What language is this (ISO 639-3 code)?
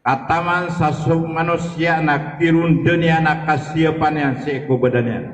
mrw